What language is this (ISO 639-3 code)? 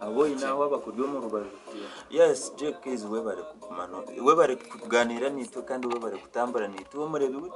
nyn